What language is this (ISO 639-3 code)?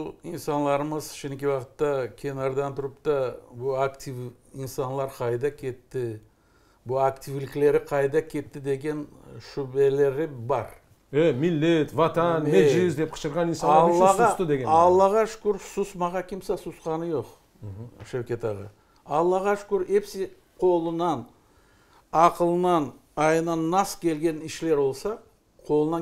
crh